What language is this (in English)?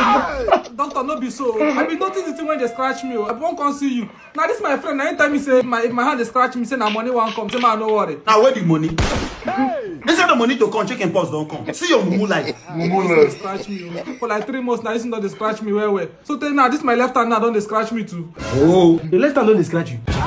Nigerian Pidgin